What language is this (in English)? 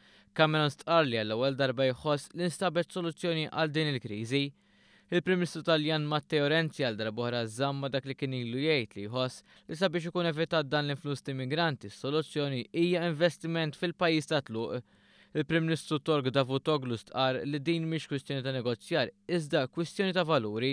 Maltese